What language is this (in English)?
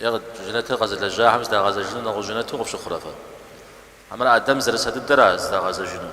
Kabardian